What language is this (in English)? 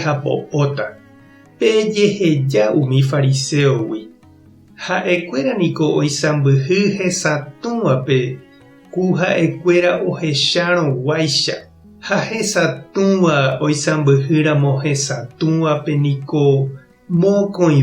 Guarani